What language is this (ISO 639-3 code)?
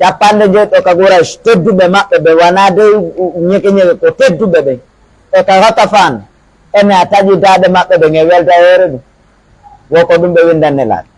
fuf